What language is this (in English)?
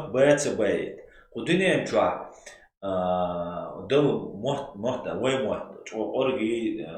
Chechen